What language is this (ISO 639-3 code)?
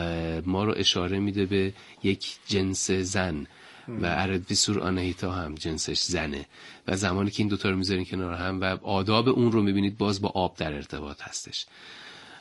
fas